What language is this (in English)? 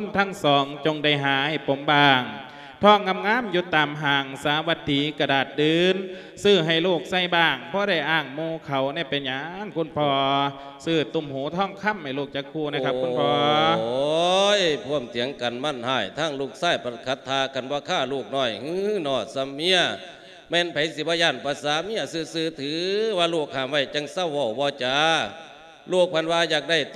Lao